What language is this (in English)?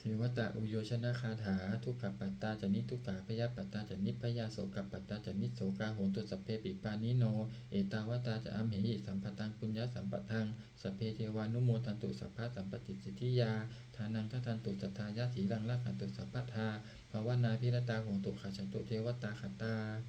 Pali